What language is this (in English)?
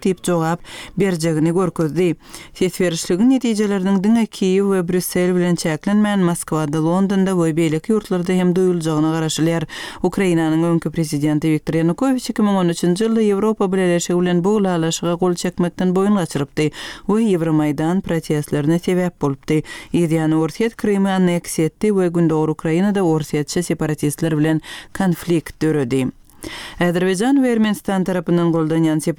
Turkmen